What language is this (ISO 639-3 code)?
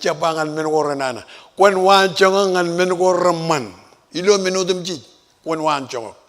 mah